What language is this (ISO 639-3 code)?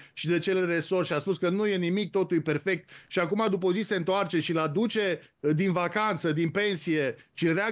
ron